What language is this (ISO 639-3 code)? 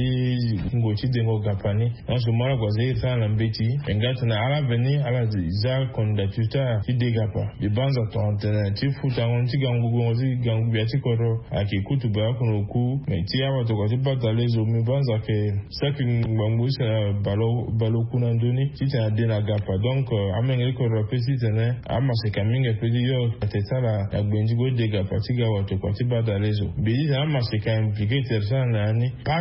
sag